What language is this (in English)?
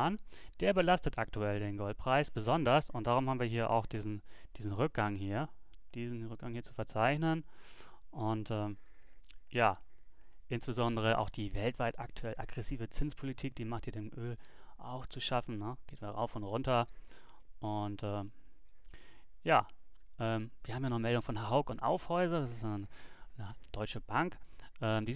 German